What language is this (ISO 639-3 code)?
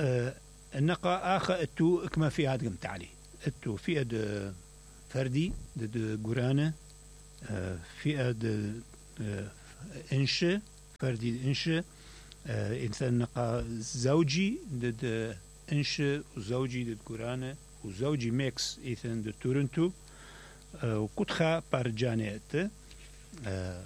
acm